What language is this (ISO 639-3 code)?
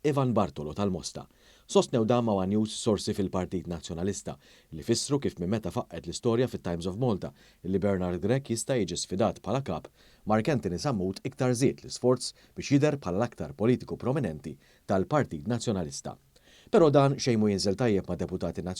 mlt